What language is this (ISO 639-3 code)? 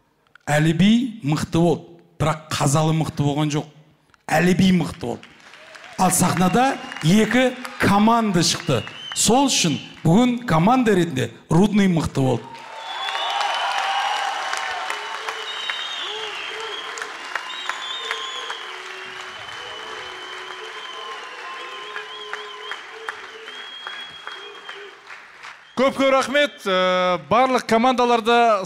kaz